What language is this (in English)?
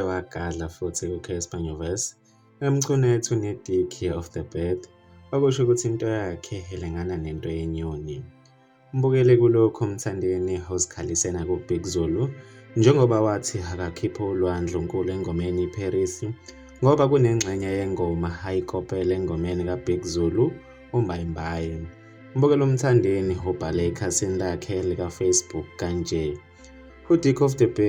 Zulu